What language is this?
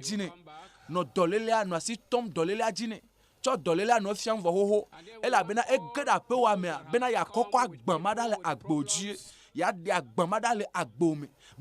Ewe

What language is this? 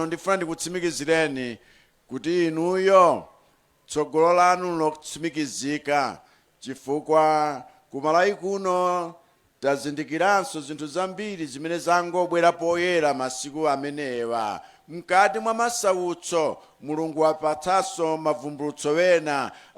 Nyanja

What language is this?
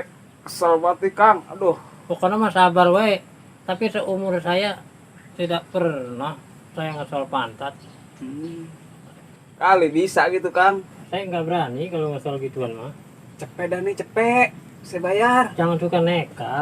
Betawi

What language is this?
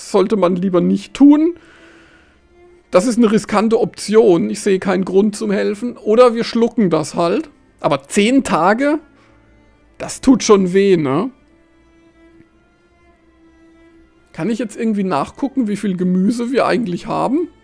German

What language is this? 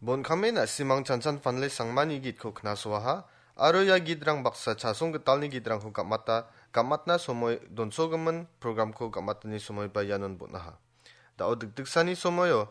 Garo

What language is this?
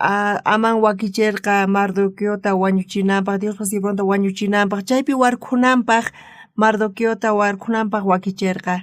South Bolivian Quechua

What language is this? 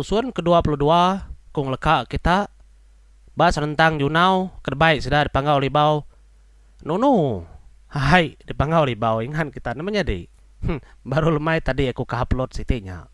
Iban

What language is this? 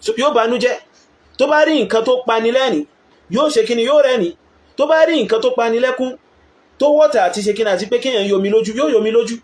Yoruba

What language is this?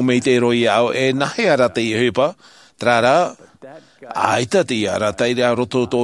Tahitian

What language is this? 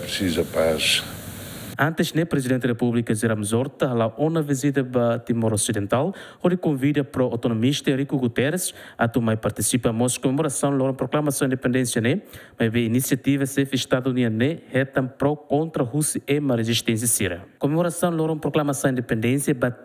Tetum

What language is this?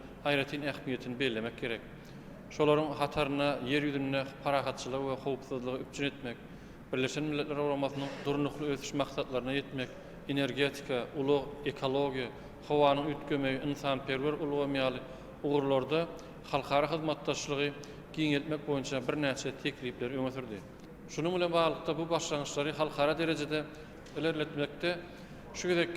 Turkmen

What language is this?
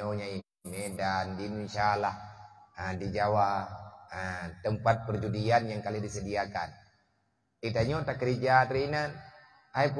Achinese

